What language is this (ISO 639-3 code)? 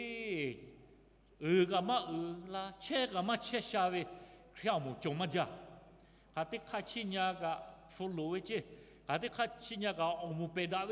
lhu